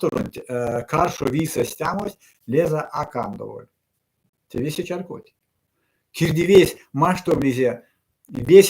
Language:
Erzya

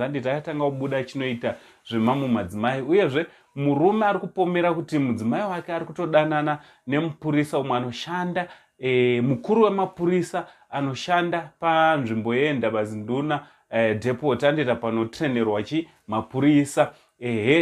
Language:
Shona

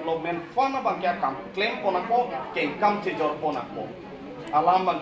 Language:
Karbi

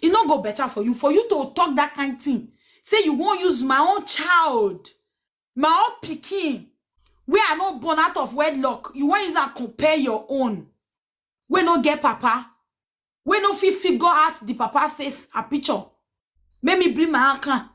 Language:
Nigerian Pidgin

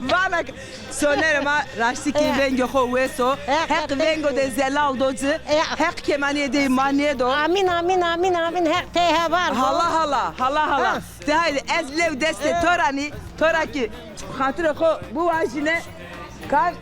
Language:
Zaza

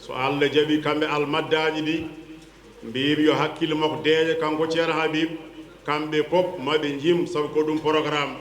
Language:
Fula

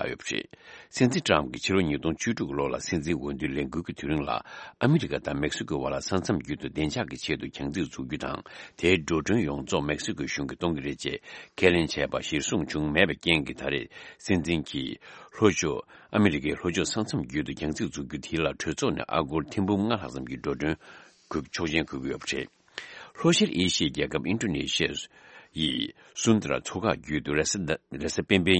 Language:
Tibetan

